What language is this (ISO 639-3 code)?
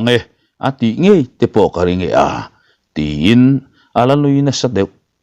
lus